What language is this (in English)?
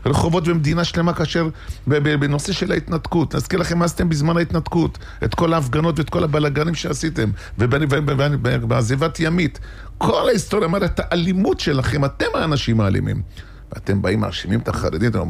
Hebrew